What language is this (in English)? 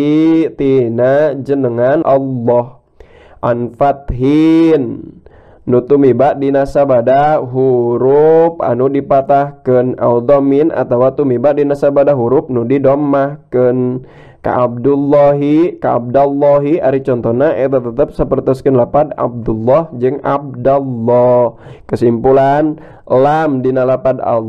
Sundanese